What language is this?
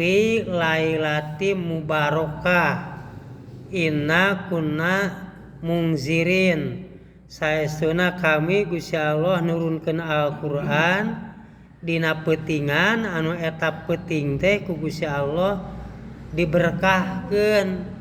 Sundanese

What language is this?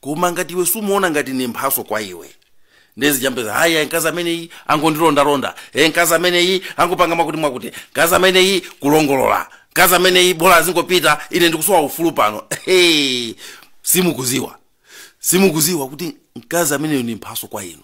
Nyanja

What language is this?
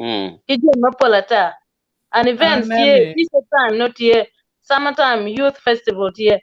Acoli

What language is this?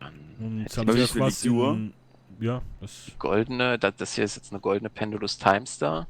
Swiss German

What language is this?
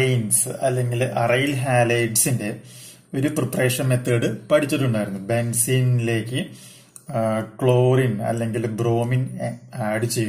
Malayalam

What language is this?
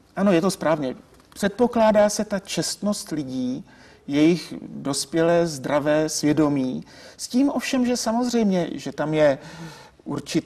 Czech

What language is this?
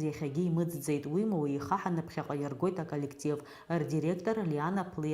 Abkhazian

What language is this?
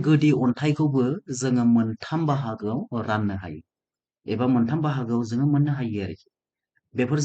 Bodo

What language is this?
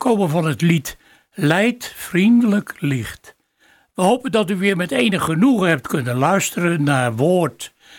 Dutch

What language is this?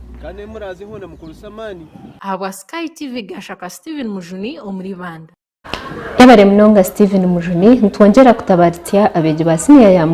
Nyankole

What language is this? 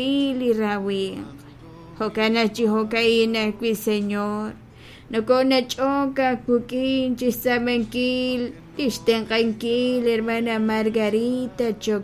Kekchí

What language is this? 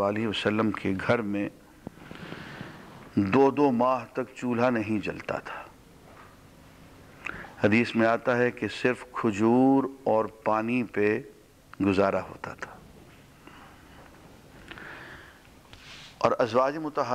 Urdu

